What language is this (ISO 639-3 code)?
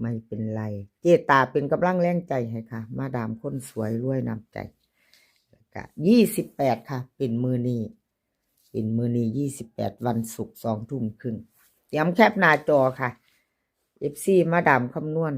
lao